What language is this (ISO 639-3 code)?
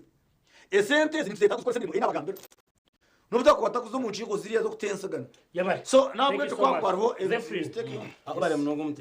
nyn